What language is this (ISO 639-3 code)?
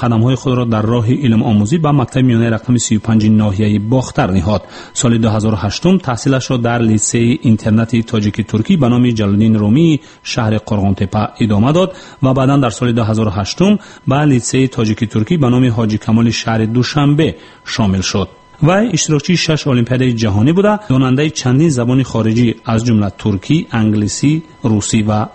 tgk